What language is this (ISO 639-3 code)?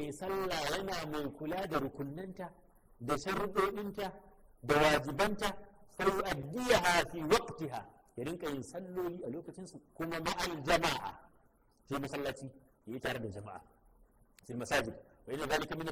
hau